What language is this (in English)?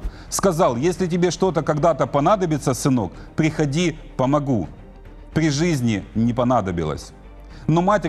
Russian